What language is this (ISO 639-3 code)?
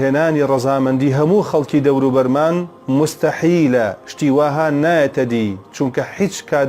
ckb